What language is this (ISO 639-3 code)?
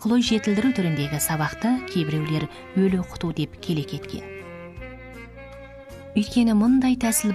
kaz